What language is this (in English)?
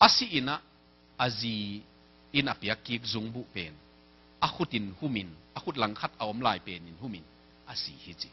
Tedim Chin